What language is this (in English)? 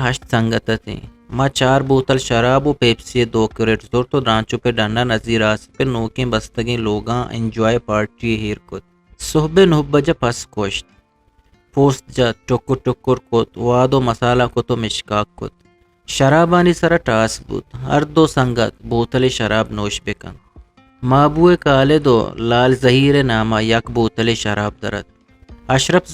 Eastern Balochi